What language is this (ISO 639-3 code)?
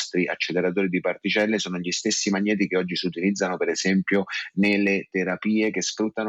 ita